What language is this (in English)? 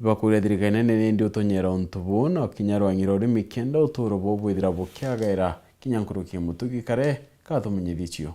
Meru